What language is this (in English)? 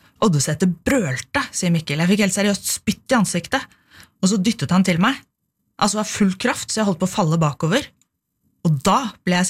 Norwegian